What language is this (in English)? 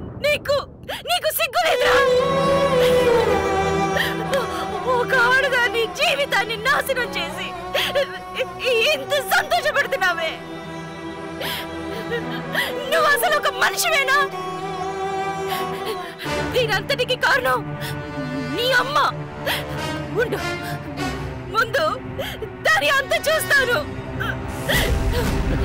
Telugu